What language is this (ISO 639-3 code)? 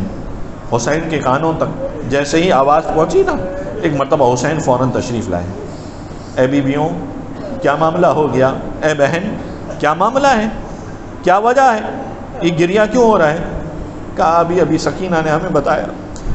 urd